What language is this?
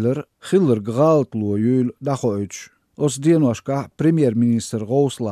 Chechen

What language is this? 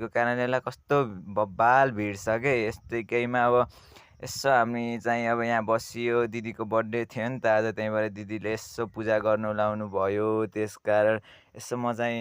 Nepali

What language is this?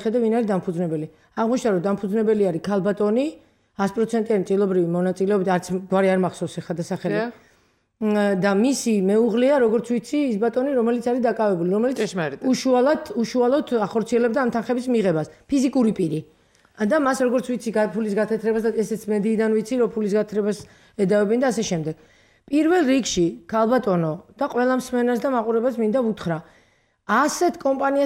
Georgian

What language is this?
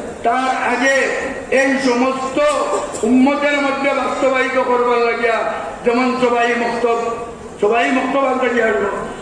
Sylheti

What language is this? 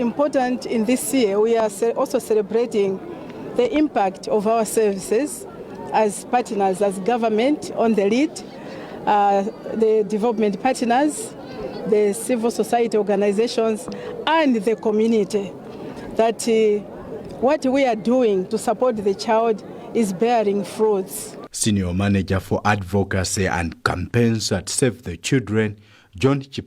English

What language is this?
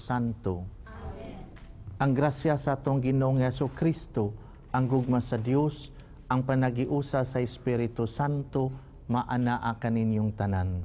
Cebuano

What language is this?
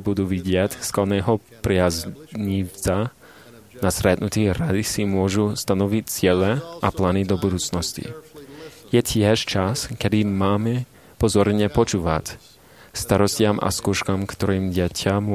Slovak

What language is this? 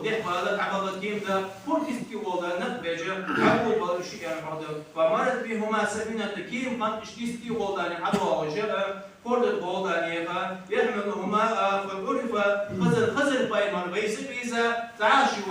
Ingush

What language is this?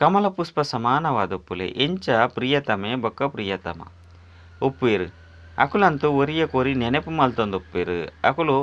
Tulu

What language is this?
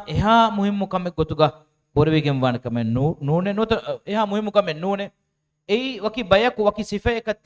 Divehi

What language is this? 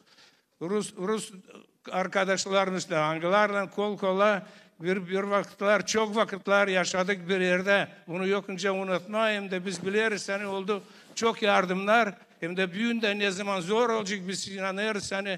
Gagauz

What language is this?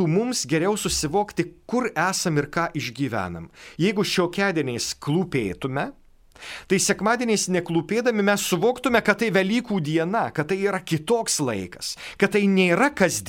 Lithuanian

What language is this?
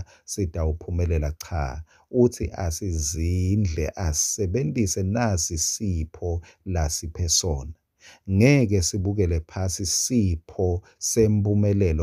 Swati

